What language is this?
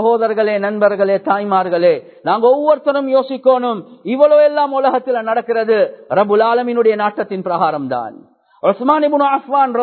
Tamil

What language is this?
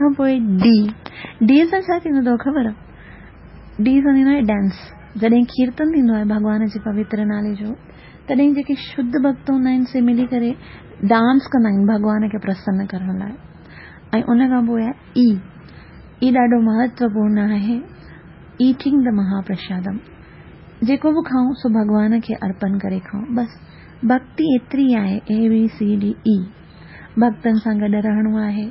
Sindhi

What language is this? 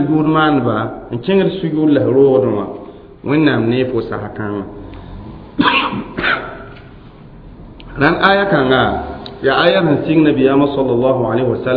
Mossi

